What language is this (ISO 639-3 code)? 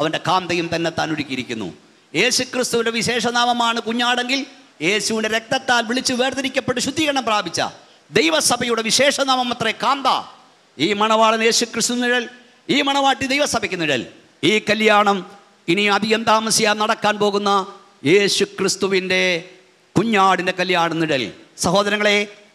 mal